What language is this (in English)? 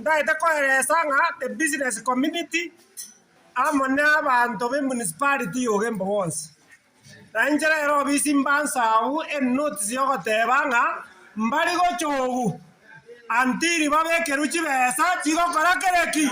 Gusii